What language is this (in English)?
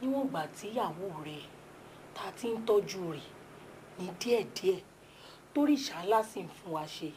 Yoruba